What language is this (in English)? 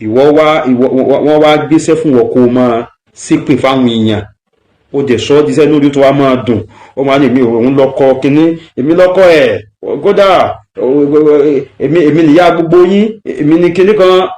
Yoruba